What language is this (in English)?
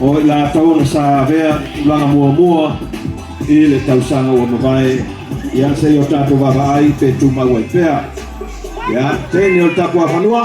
Samoan